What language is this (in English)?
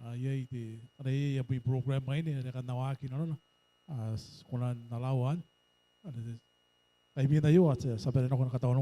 Gilbertese